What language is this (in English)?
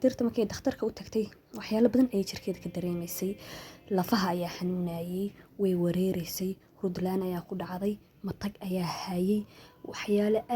Somali